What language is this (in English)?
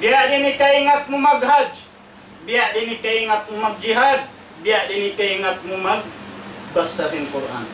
Tausug